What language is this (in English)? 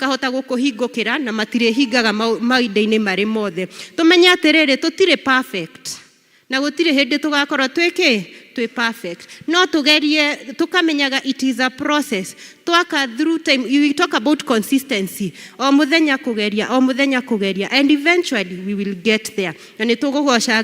Kikuyu